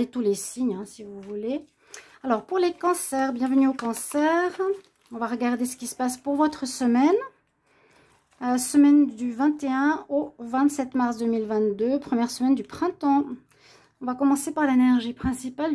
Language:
French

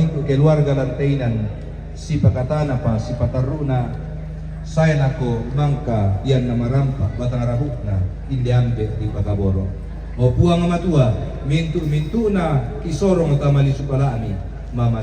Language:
Toraja-Sa'dan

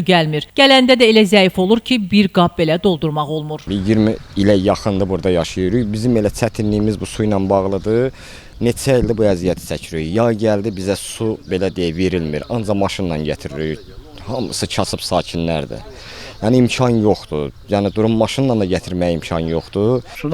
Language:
Azerbaijani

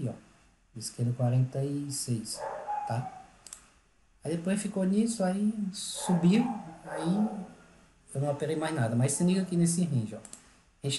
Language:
Portuguese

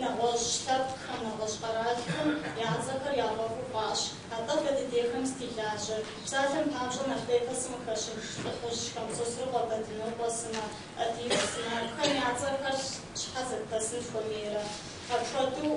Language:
Kabardian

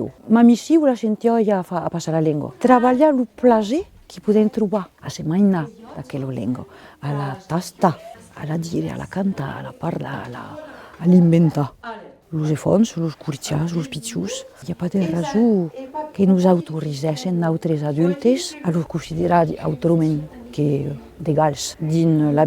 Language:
Occitan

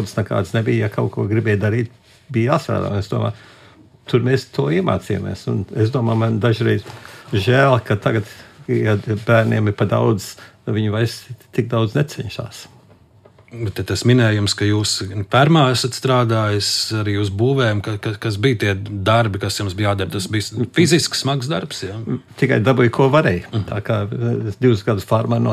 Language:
Latvian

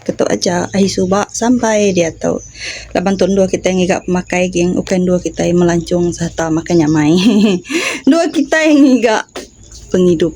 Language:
Iban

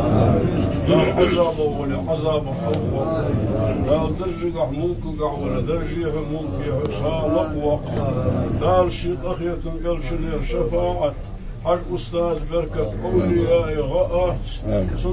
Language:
Ingush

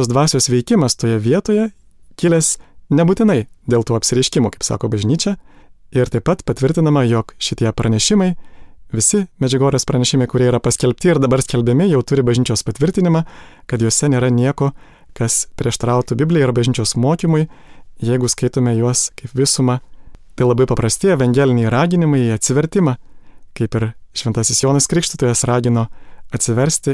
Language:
Lithuanian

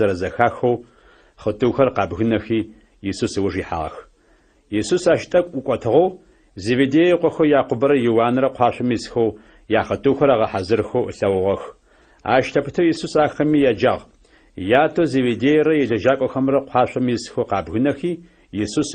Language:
Adyghe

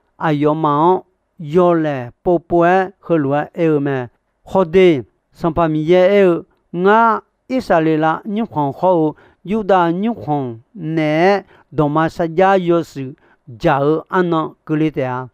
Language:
Akha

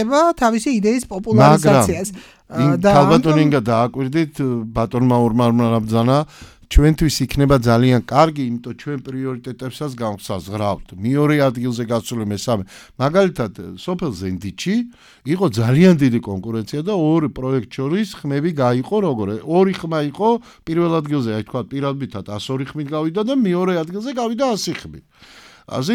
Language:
Georgian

